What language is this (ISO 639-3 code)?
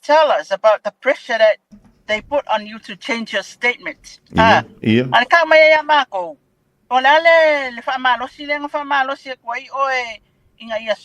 smo